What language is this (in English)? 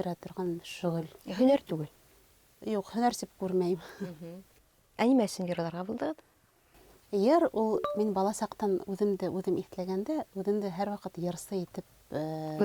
Bashkir